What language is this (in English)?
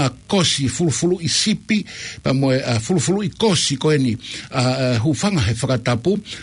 Tongan